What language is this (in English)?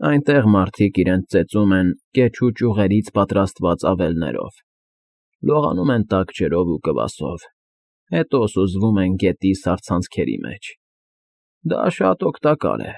Armenian